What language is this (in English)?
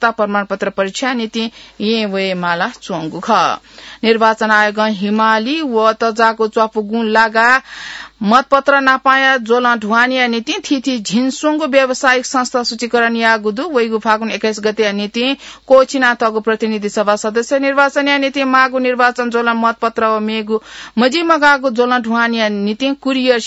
Newari